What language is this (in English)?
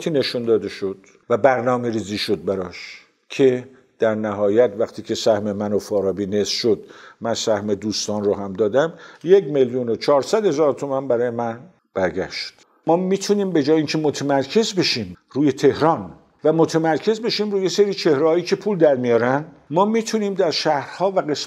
Persian